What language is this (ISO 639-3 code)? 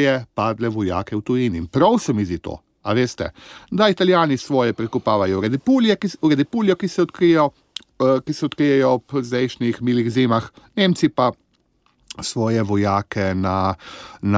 slv